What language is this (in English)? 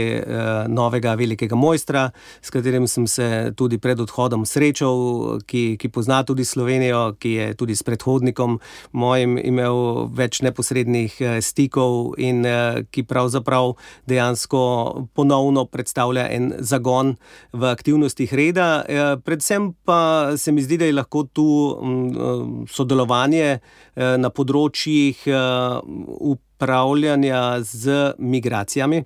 Slovenian